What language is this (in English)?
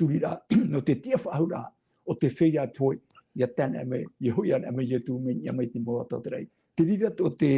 Tahitian